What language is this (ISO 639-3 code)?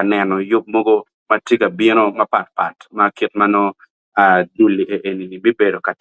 ach